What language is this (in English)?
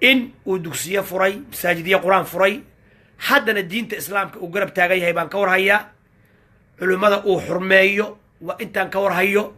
Somali